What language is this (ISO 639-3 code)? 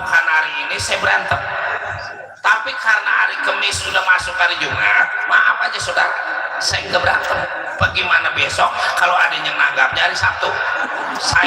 bew